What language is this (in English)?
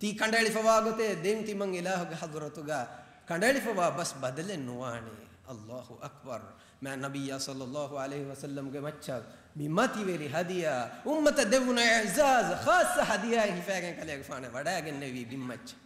Divehi